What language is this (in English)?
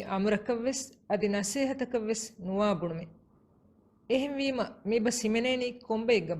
Divehi